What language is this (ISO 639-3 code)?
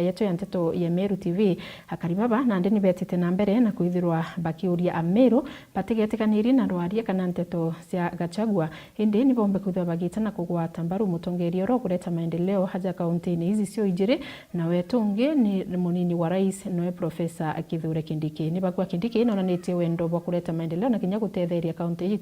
mer